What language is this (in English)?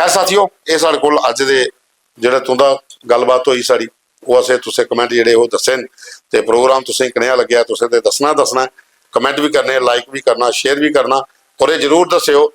Dogri